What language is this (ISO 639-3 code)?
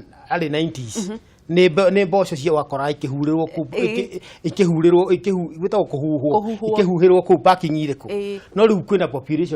kik